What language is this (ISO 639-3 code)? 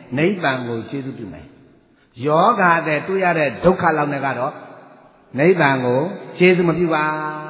mya